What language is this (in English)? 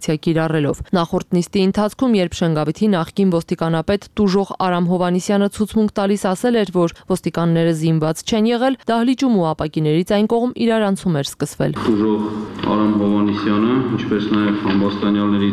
Armenian